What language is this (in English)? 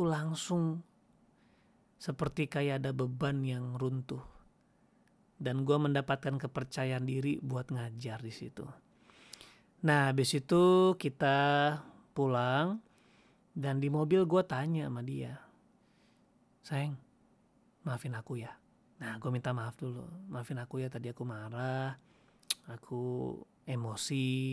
Indonesian